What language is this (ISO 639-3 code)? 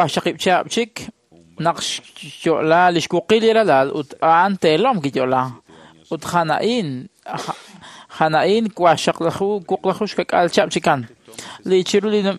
kek